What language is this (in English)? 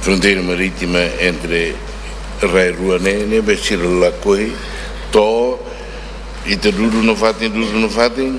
Tetum